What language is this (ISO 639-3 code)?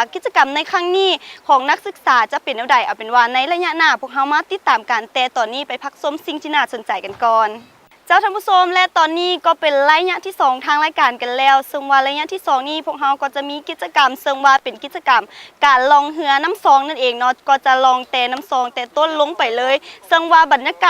lao